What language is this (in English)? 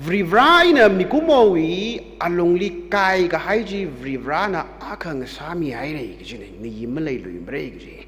Tangkhul Naga (India)